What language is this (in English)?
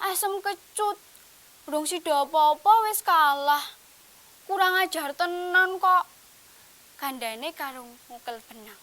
Javanese